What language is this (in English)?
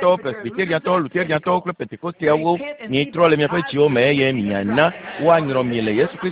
Ewe